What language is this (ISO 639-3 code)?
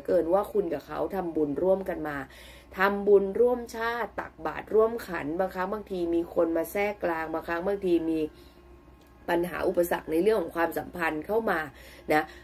tha